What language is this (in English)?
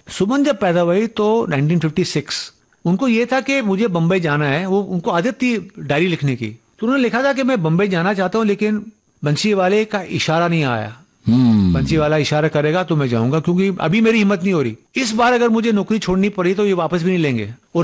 Hindi